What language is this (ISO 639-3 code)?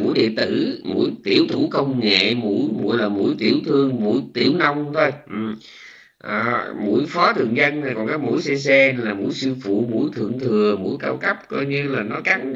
vie